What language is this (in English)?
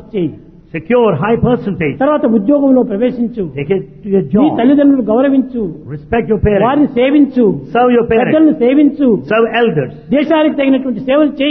Telugu